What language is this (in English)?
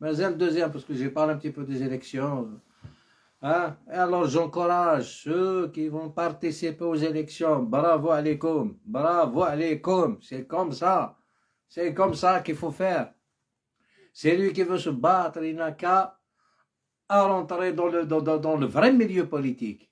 Algerian Arabic